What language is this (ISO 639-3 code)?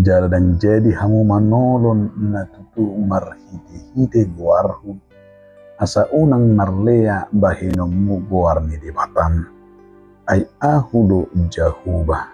bbc